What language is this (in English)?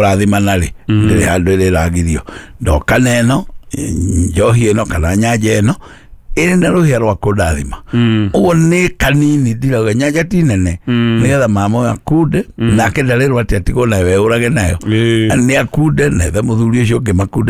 Kikuyu